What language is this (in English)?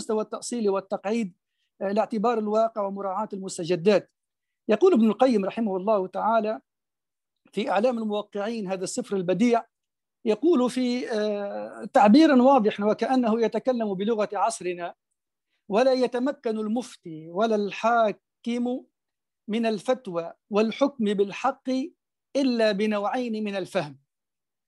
Arabic